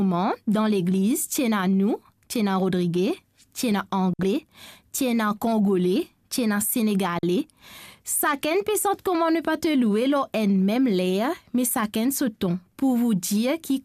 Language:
Morisyen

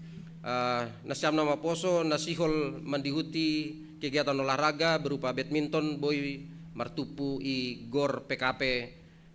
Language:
Batak Simalungun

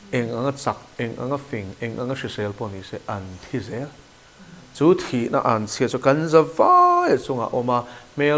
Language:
Mizo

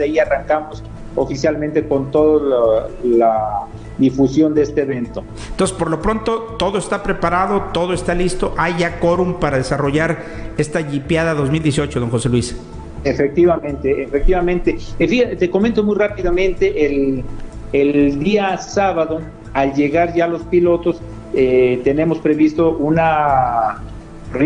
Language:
Spanish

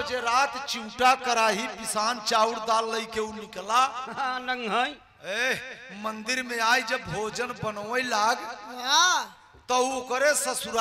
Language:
Bhojpuri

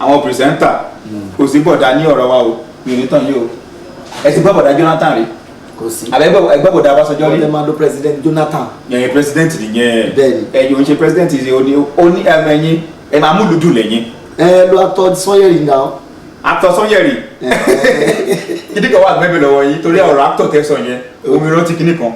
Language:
Yoruba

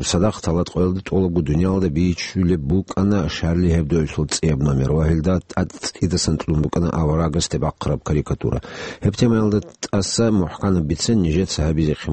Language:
Avaric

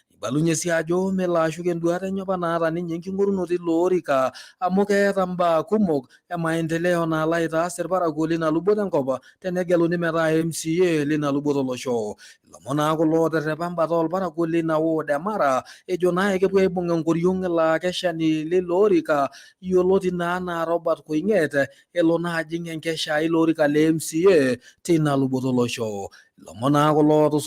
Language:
Masai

